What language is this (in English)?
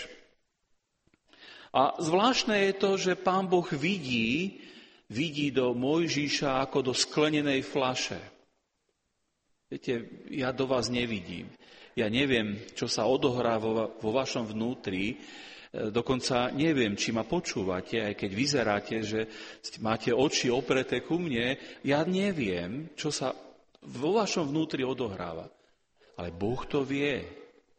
Slovak